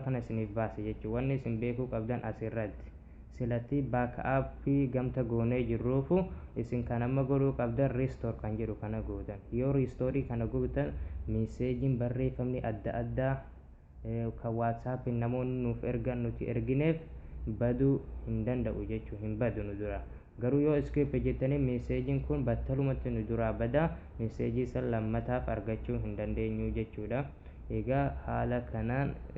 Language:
Oromo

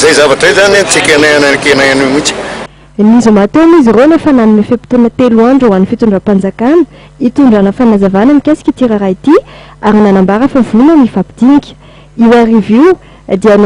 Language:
Malagasy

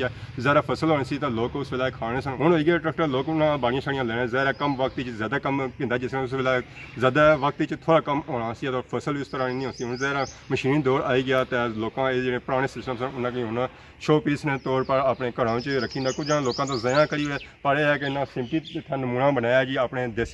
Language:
Pahari-Potwari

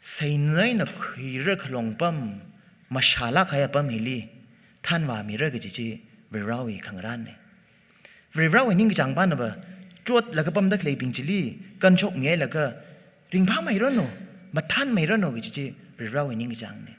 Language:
Tangkhul Naga (India)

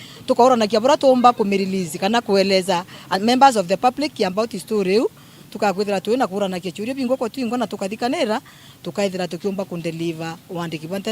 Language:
Meru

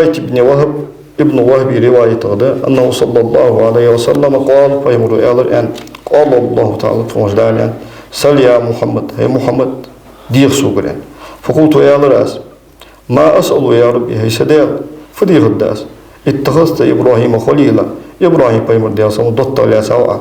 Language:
Ingush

